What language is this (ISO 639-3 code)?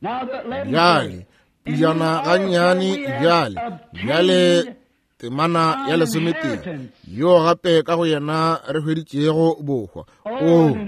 nso